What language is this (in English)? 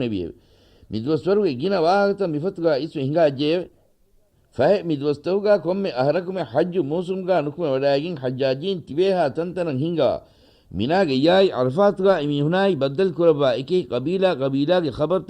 Divehi